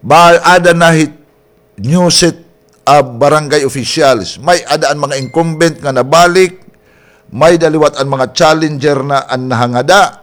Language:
Waray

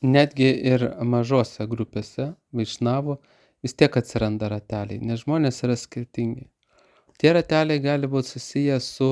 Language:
Lithuanian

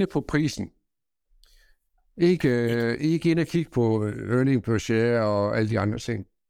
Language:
Danish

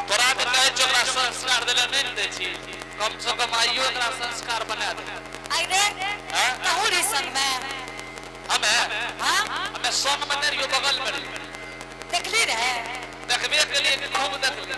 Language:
Angika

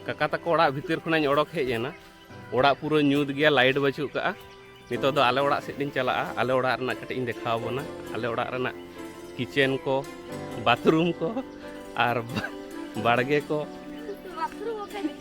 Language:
Santali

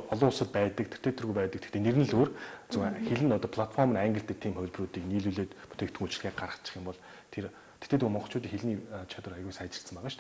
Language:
Mongolian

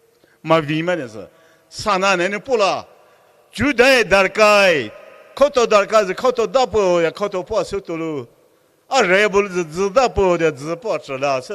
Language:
Poumei Naga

